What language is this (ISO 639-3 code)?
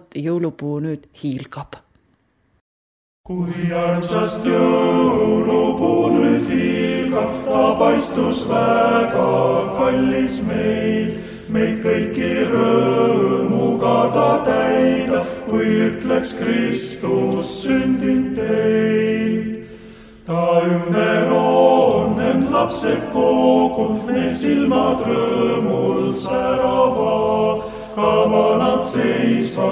est